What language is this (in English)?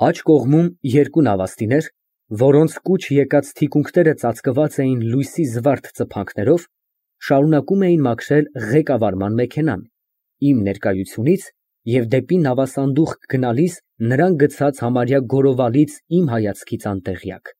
Armenian